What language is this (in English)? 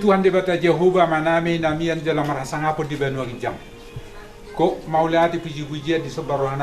Batak Toba